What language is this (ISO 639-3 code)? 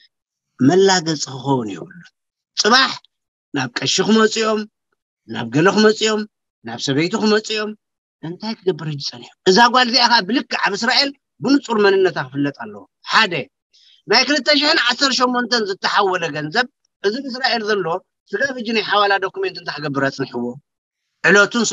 tir